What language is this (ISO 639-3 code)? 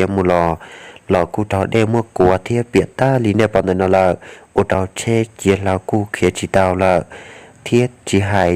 hmn